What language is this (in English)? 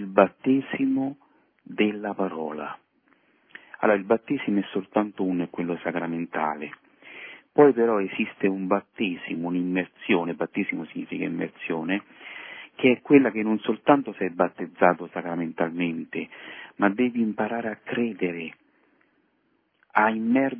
Italian